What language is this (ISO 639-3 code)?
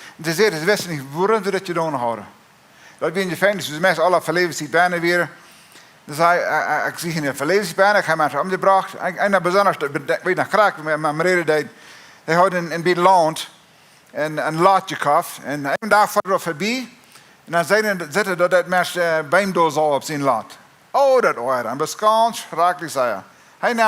pdt